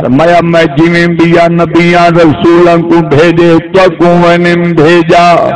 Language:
Saraiki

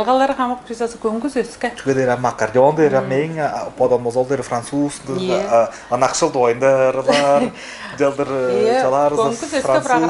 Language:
Tuvinian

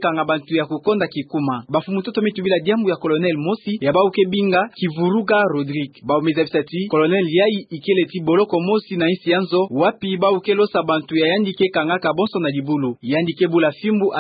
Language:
Kituba (Democratic Republic of Congo)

